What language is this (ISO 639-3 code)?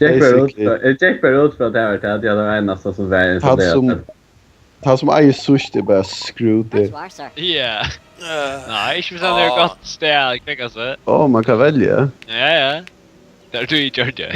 fao